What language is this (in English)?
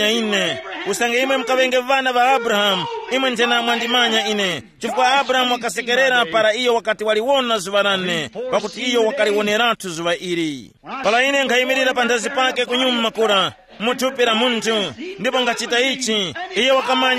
Tumbuka